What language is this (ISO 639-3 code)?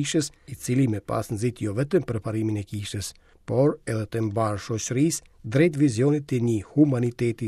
sqi